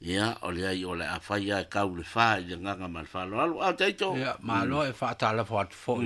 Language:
Samoan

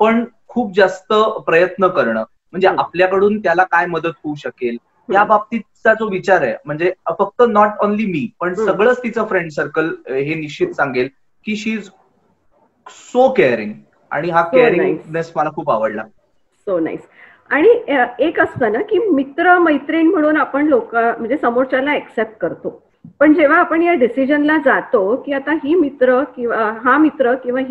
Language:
Marathi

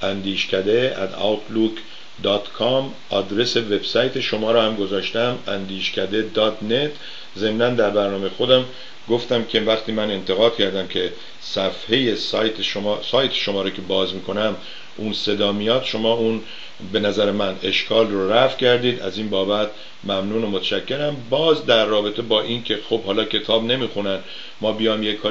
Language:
Persian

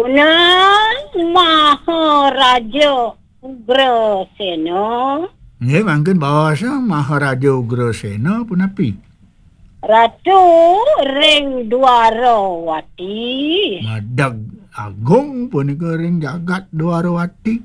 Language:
Balinese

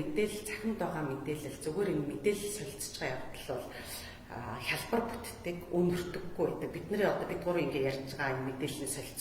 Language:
Mongolian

